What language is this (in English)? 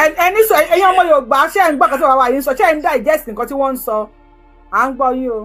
Yoruba